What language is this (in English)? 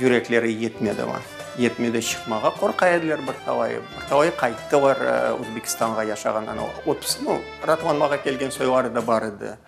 Crimean Tatar